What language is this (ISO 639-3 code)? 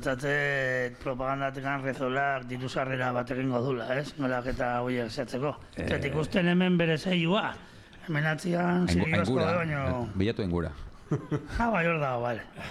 eus